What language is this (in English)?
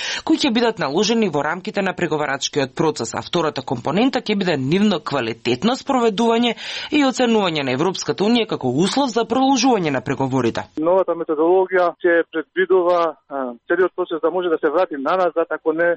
Macedonian